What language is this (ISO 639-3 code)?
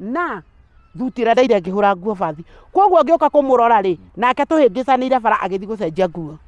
kik